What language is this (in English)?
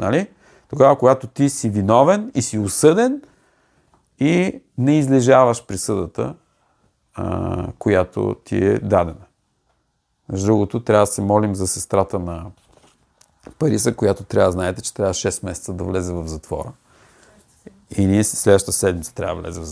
Bulgarian